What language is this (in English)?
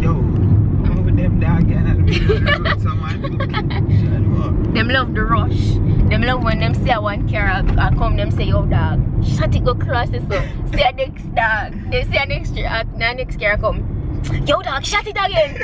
Jamaican Creole English